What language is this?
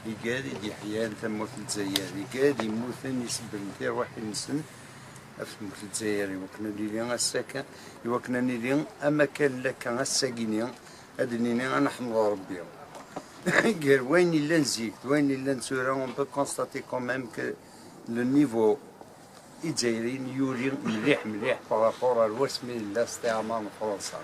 Kabyle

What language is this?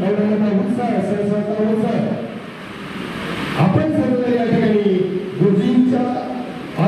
Marathi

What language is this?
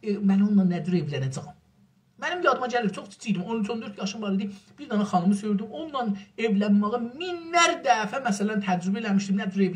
South Azerbaijani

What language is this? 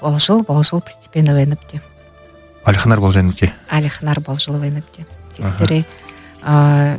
Buriat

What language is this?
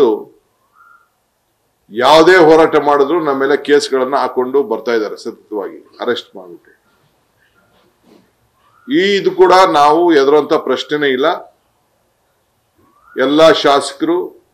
Kannada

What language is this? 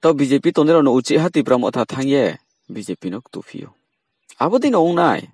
Riang (India)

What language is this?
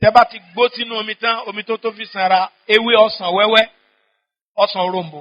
Yoruba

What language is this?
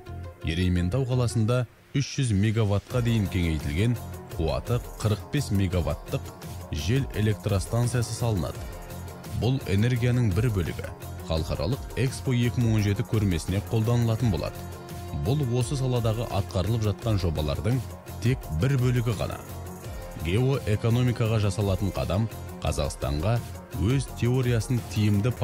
Kazakh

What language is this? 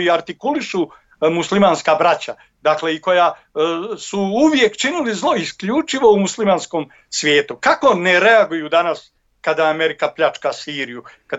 Bosnian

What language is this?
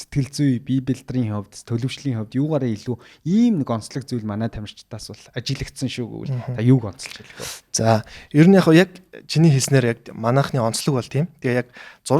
Mongolian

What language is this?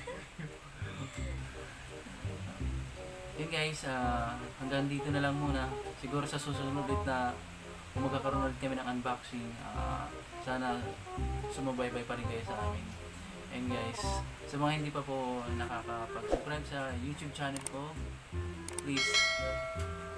Filipino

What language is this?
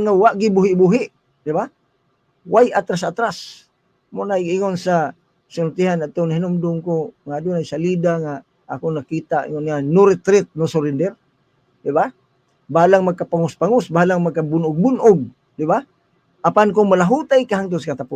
Cebuano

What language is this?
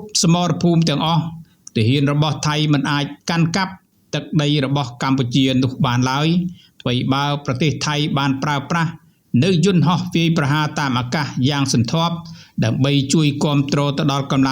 Khmer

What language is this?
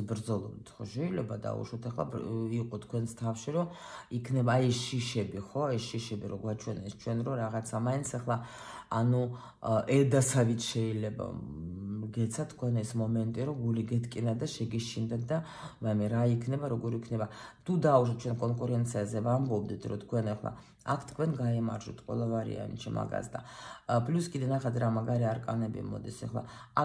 Georgian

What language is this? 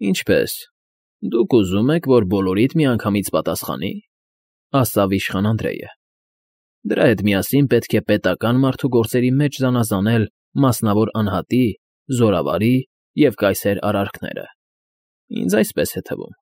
Armenian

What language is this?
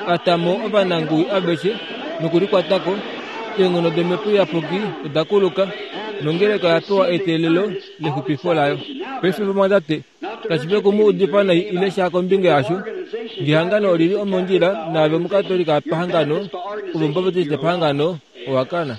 Kuanyama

